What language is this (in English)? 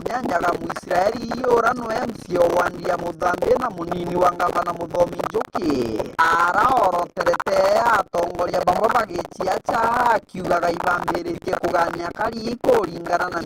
Meru